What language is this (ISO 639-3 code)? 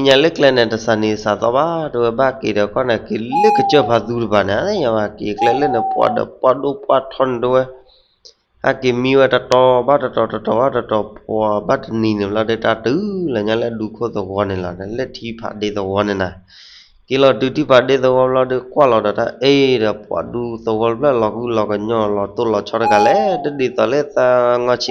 ksw